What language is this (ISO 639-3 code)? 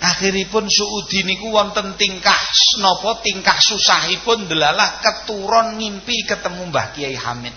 jav